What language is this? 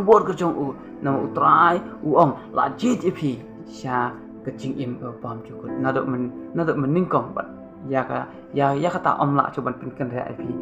Khasi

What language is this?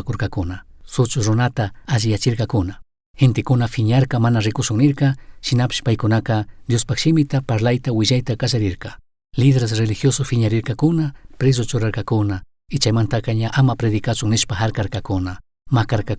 Chimborazo Highland Quichua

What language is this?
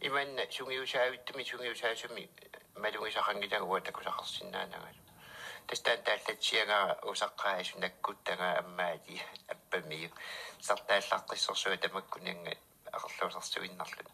Kalaallisut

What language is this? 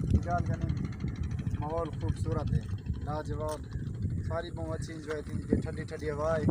Saraiki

